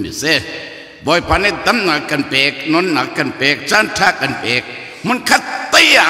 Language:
Hakha Chin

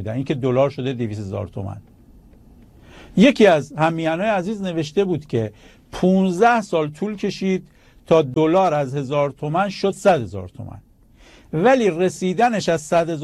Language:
Persian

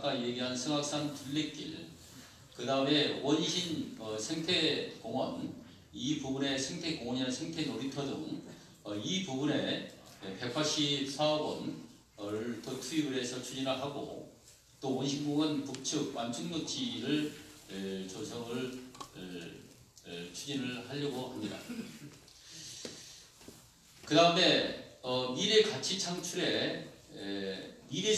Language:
Korean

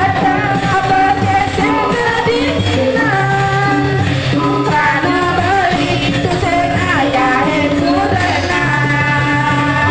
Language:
Balinese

